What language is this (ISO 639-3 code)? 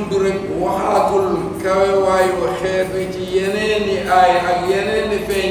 wol